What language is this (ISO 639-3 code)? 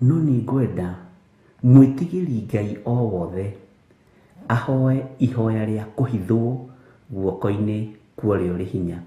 kik